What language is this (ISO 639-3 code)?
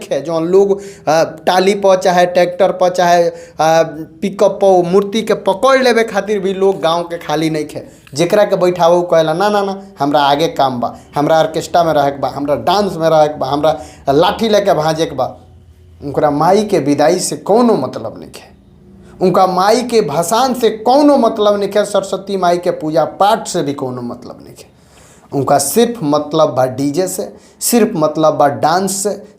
bho